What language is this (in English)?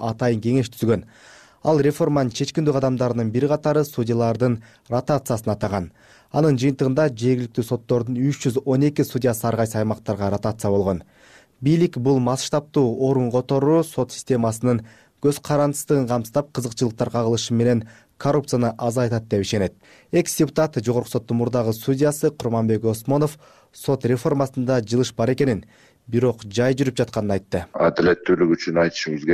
Kyrgyz